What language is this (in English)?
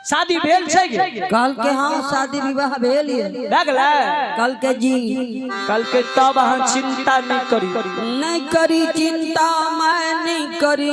Maithili